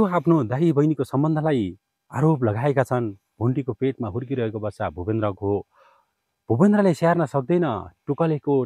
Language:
Nepali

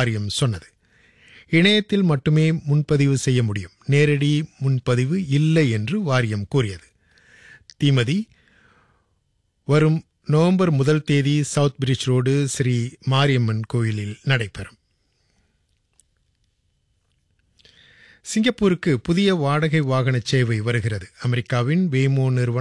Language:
Tamil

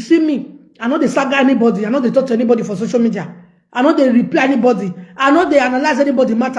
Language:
Nigerian Pidgin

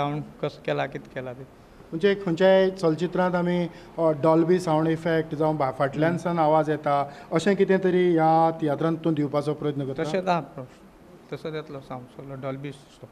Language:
Konkani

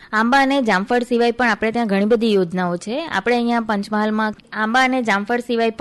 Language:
Gujarati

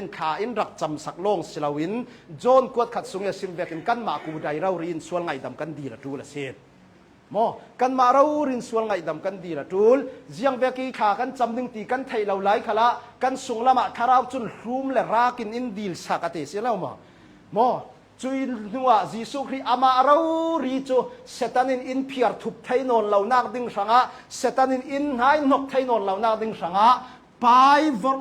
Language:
Hakha Chin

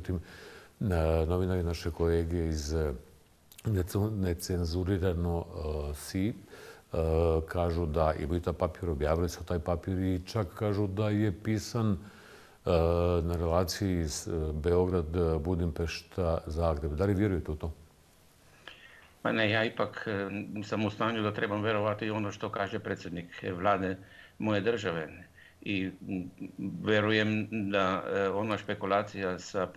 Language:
Croatian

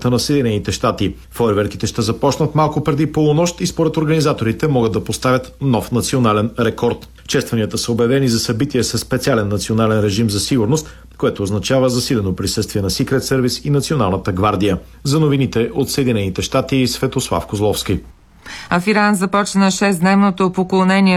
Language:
Bulgarian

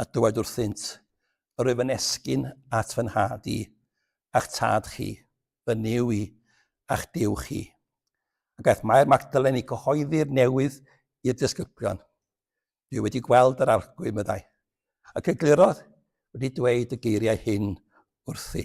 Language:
Welsh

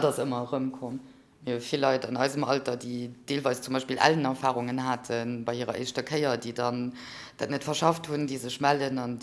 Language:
Luxembourgish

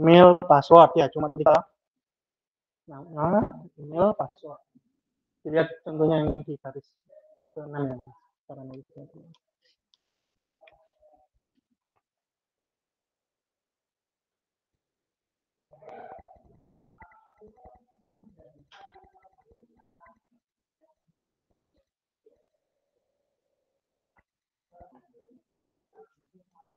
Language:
Indonesian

